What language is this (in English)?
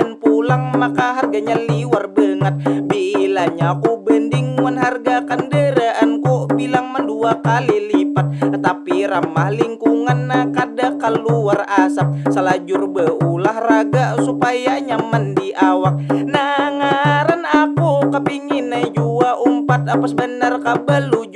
Banjar